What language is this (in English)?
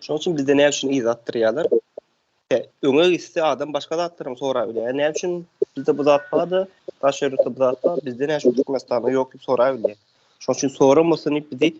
Turkmen